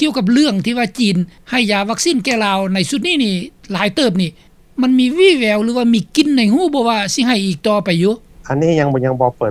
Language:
Lao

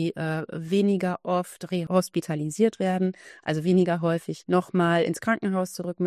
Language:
German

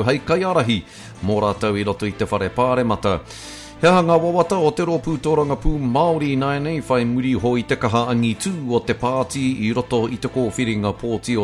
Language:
Māori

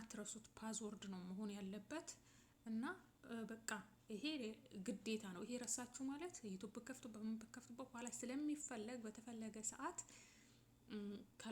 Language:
Amharic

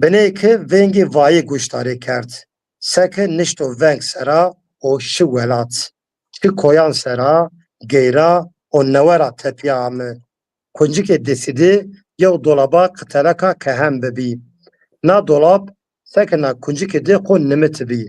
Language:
Zaza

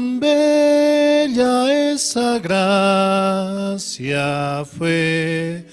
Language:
Aymara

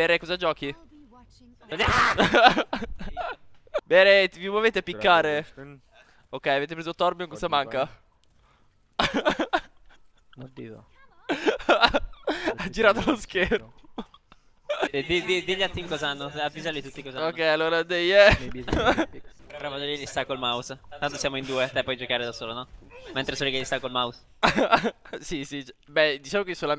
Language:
Italian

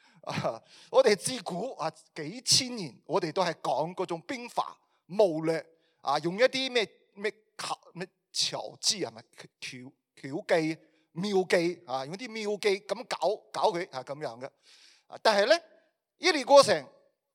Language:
Cantonese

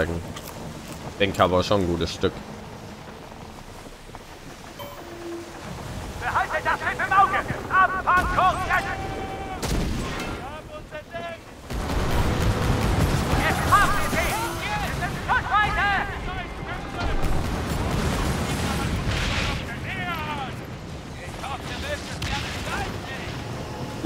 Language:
German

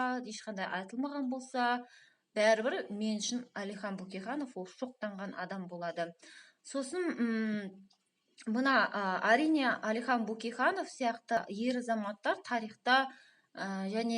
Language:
Kazakh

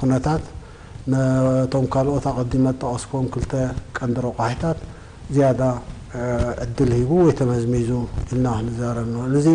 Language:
Tigrinya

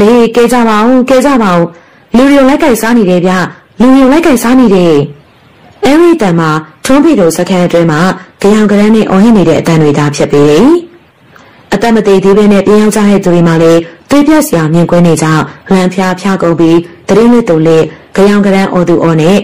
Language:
Burmese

